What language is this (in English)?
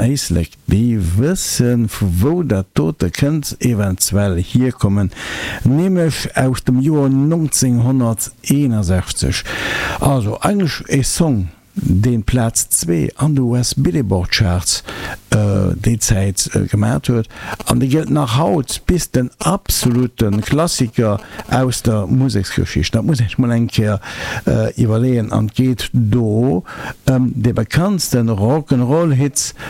Luxembourgish